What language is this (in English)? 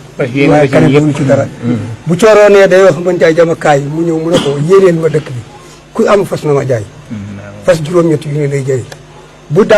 Wolof